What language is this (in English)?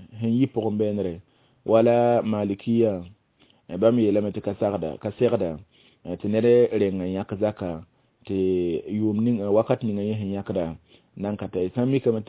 Mossi